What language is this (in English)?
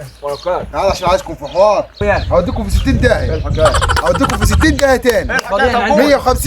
Egyptian Arabic